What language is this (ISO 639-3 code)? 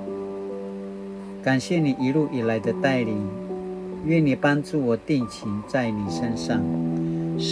pwn